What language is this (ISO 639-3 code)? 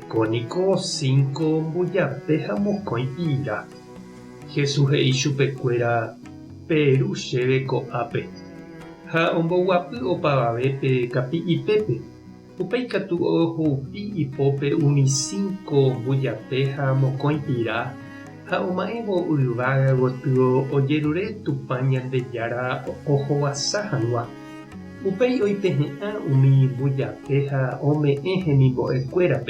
grn